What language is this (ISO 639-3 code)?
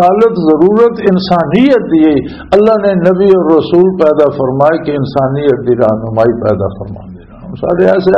lah